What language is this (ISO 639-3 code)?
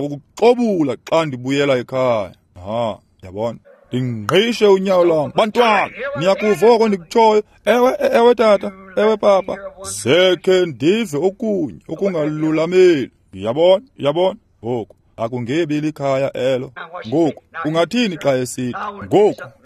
xho